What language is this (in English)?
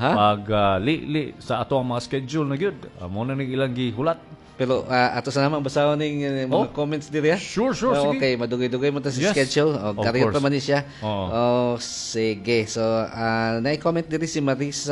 Cebuano